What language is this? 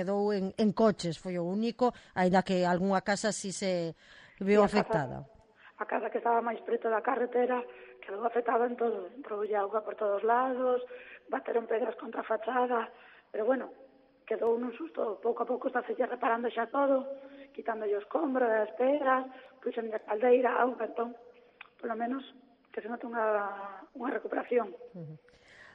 Galician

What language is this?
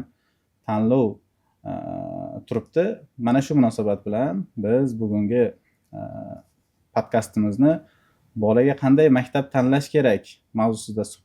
Uzbek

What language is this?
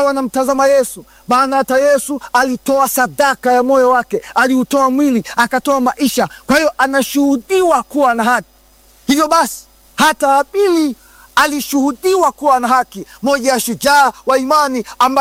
Swahili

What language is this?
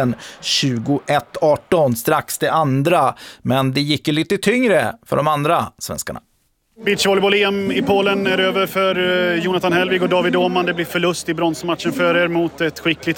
Swedish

